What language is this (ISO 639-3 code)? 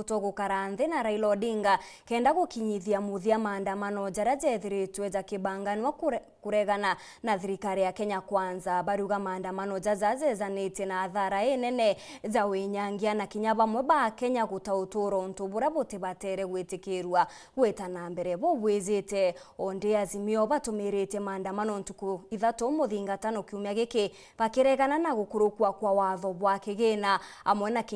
mer